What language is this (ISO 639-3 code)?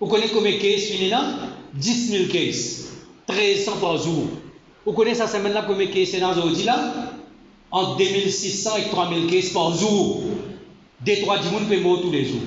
mfe